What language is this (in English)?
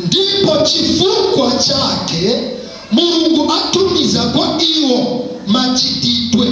Nyanja